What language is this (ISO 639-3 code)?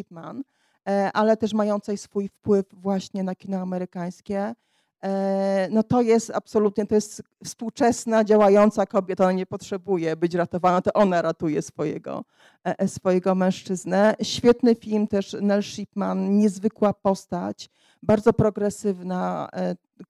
pol